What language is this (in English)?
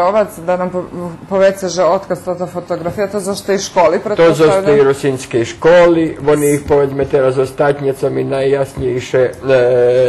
Rusyn